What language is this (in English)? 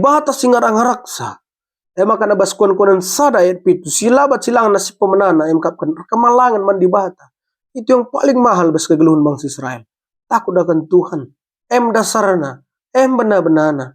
Batak Karo